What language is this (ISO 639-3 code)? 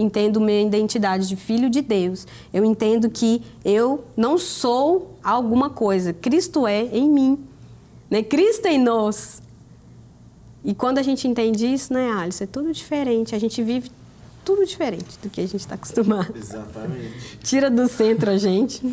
por